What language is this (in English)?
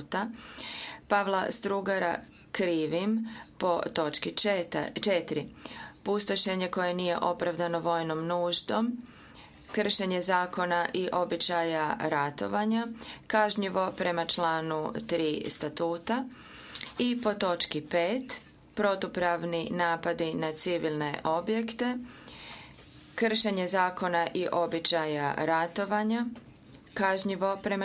Croatian